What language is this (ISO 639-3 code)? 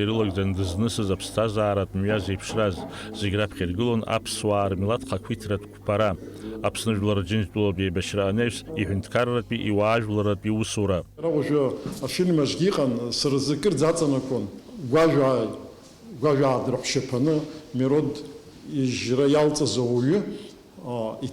abk